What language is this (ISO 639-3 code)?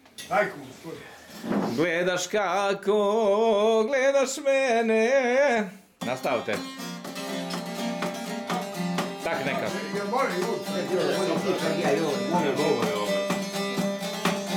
hrv